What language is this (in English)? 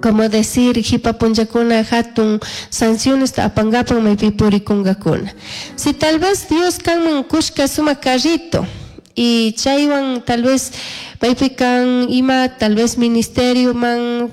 Chimborazo Highland Quichua